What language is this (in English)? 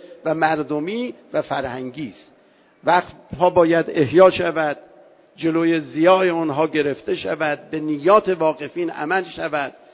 Persian